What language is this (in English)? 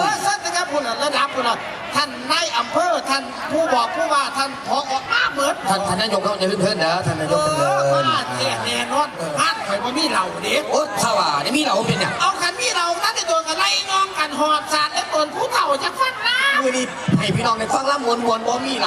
Northeastern Thai